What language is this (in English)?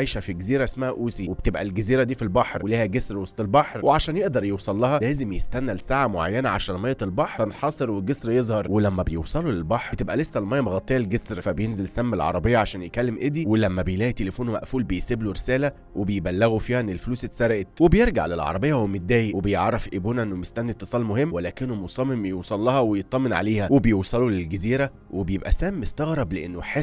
Egyptian Arabic